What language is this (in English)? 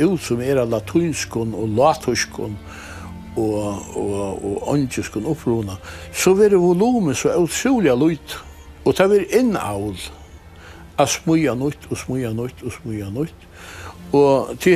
Faroese